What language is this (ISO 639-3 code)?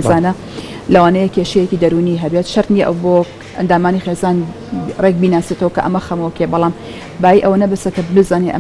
ckb